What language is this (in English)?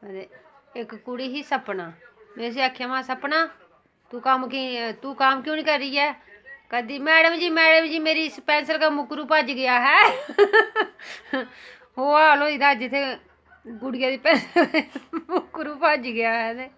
Dogri